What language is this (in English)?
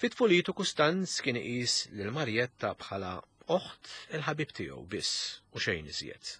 Maltese